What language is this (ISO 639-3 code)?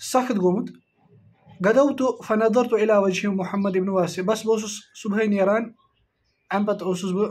kas